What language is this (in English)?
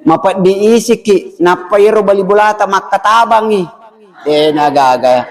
Buginese